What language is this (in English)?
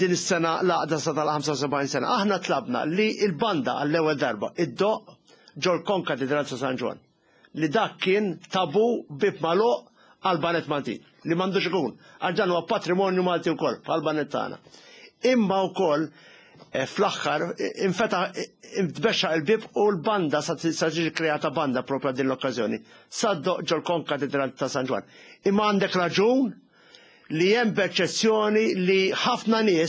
Maltese